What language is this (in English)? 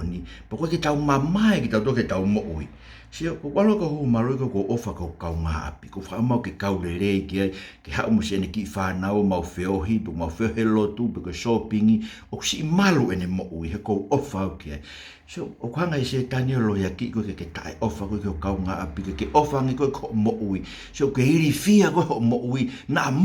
Tongan